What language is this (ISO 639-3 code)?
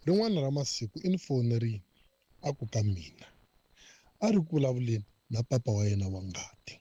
tso